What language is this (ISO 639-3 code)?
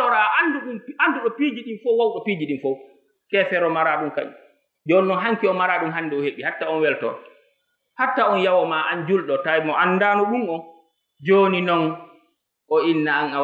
ful